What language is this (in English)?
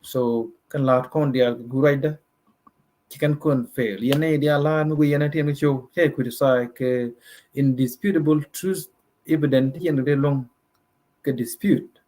Nuer